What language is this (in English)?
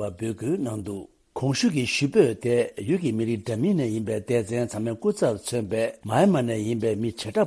Tibetan